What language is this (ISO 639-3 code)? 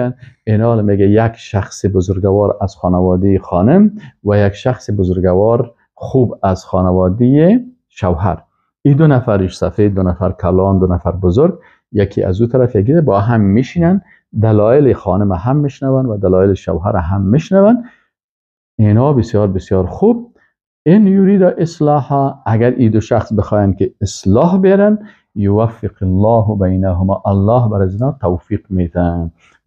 fas